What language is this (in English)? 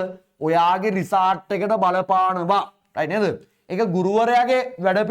Sinhala